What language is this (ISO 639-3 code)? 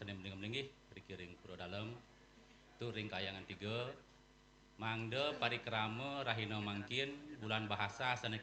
ban